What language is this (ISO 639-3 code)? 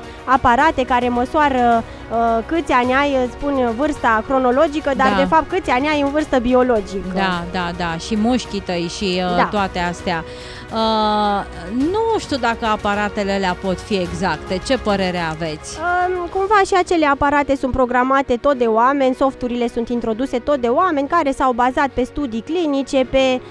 ron